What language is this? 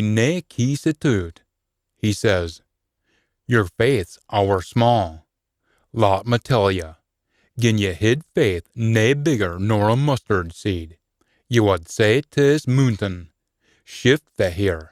Scots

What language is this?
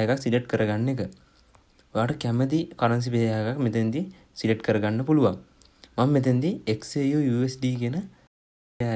Sinhala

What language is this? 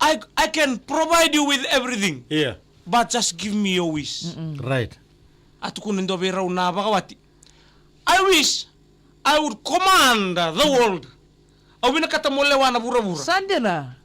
Fijian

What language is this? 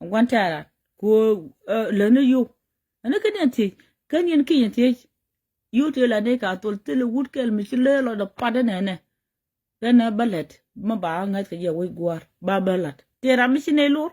Nuer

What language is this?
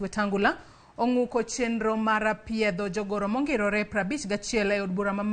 Luo (Kenya and Tanzania)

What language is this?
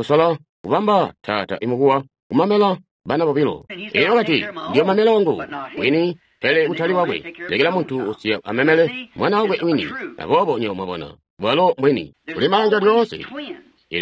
Tonga (Zambia)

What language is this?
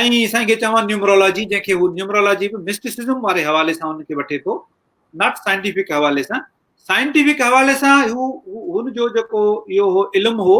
Sindhi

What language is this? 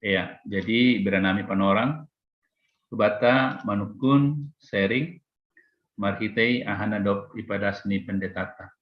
Batak Simalungun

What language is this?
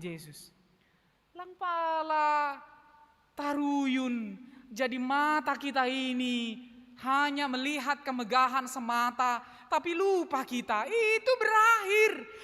Batak Simalungun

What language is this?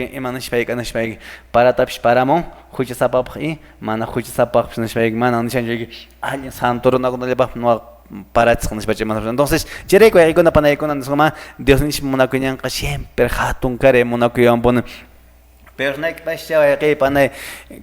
Quechua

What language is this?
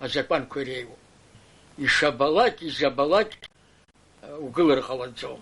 Abkhazian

